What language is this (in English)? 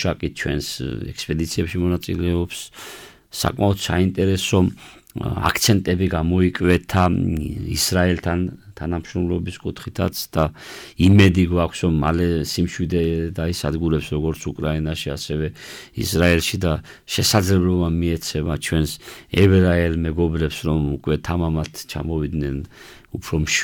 Georgian